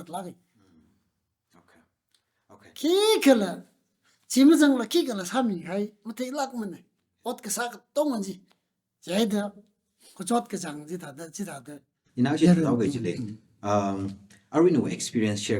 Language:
Tangkhul Naga (India)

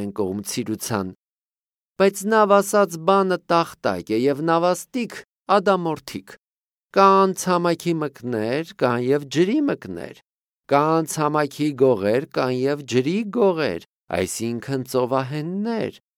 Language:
Armenian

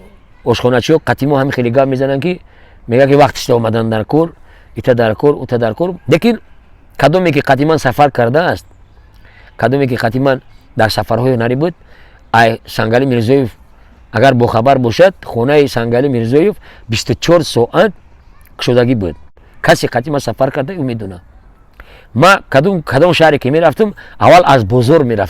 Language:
Tajik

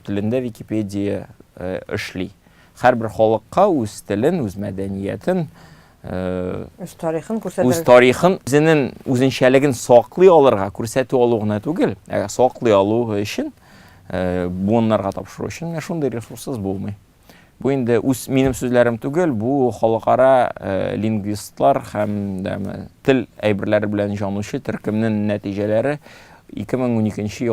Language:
Tatar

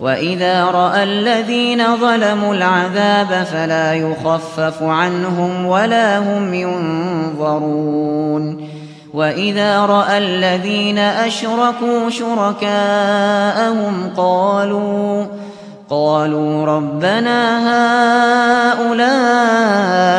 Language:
Arabic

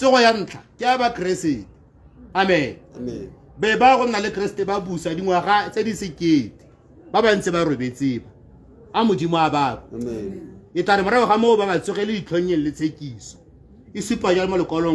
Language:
Tswana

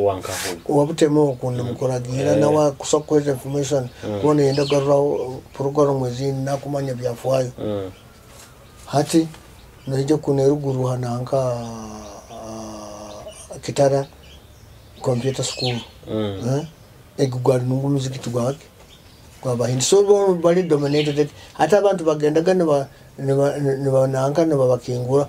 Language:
Nyoro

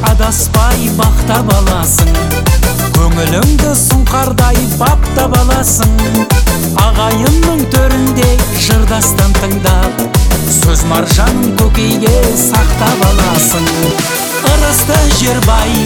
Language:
Kazakh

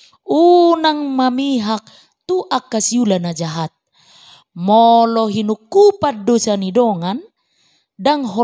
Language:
Batak Toba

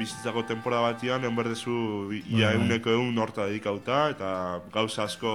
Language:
Basque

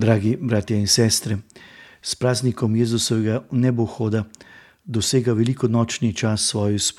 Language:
Slovenian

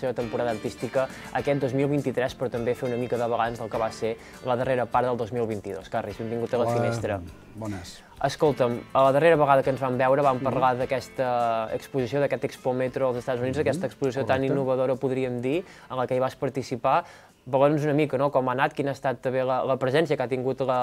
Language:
Catalan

